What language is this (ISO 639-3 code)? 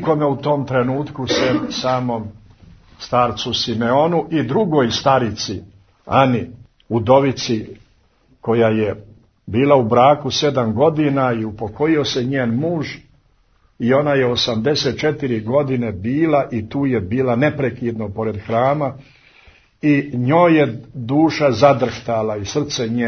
srp